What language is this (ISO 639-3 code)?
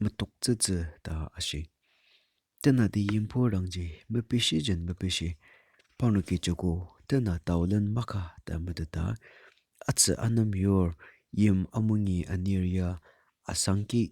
njo